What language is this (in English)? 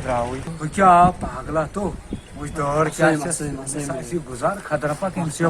Kashmiri